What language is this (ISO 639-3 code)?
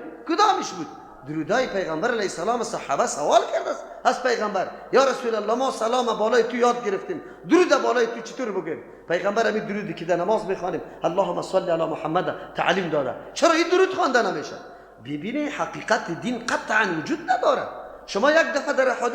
fas